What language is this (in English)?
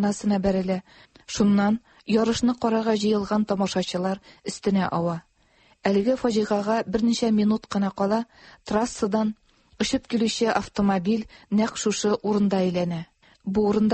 Tatar